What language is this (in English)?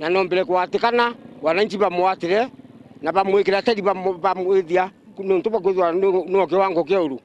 Meru